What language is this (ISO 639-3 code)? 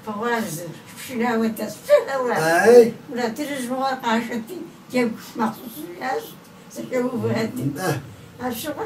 kbd